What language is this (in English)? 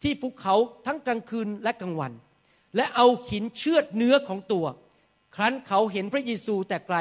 Thai